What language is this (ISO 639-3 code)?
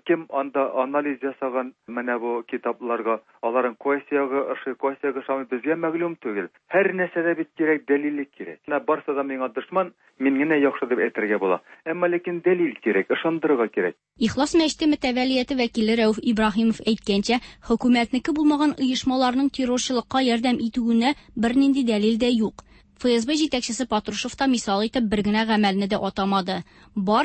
tat